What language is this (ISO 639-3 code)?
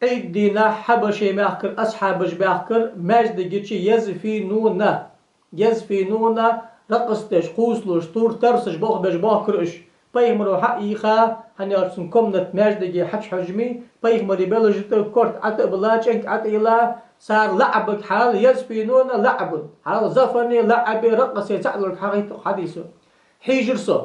inh